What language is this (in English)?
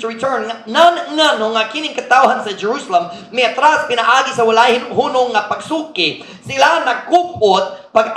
Cebuano